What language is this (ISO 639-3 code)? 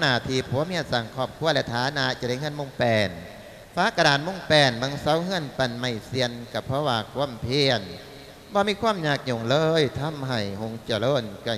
lao